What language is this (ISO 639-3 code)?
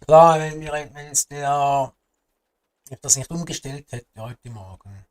gsw